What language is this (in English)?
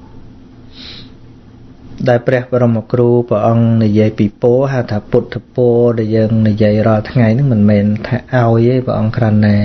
Khmer